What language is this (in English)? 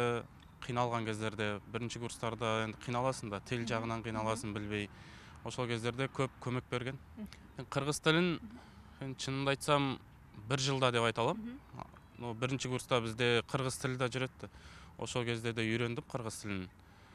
Kyrgyz